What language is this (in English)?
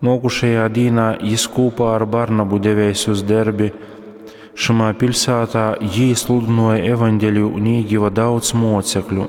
Latgalian